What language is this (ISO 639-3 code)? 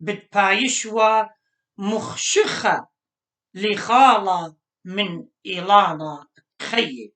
aii